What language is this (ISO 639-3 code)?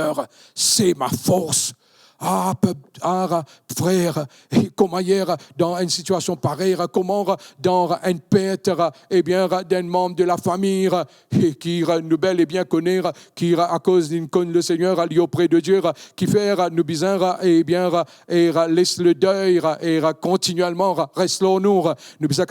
mfe